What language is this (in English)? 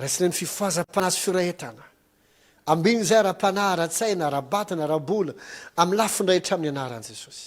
Malagasy